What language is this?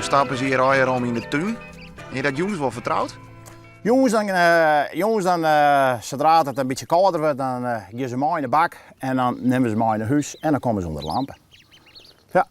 Western Frisian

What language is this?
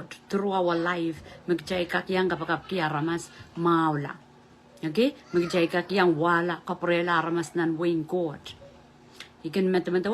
Pohnpeian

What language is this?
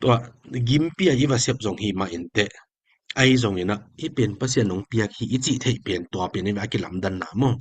Tedim Chin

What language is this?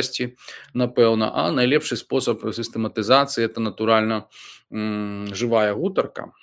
Belarusian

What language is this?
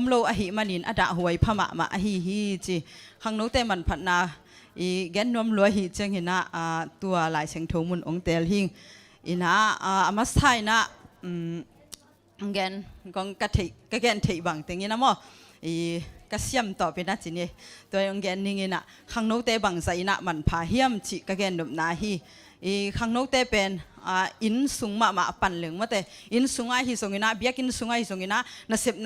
Tedim Chin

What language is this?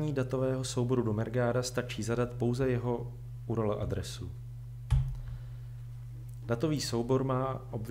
Czech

